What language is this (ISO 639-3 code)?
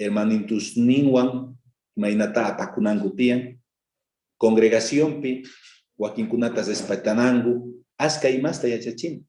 quh